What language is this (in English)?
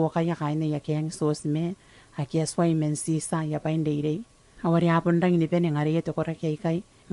Gilbertese